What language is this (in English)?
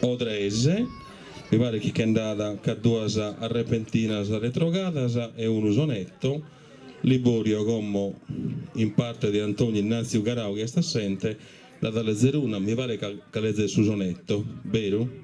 Sardinian